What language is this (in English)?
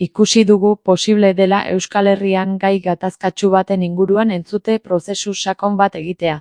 Basque